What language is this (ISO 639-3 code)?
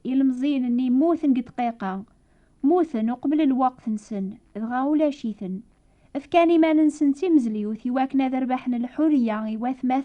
kab